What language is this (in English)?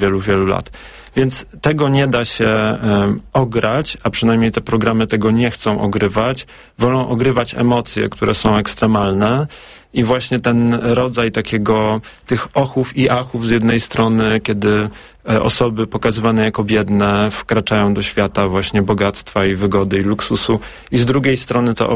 Polish